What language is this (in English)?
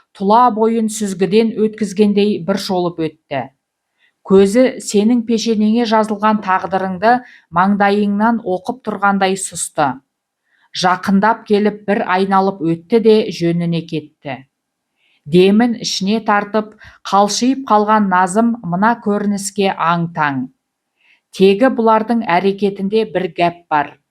Kazakh